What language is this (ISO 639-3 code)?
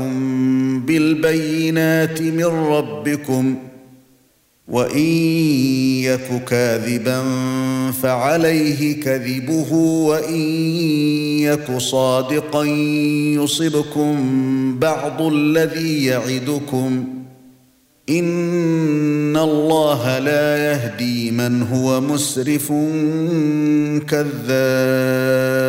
ara